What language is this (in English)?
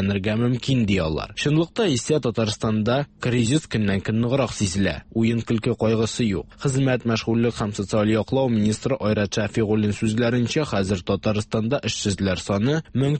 Tatar